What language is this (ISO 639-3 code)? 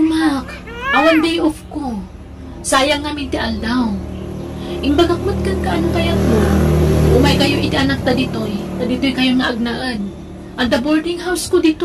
ilo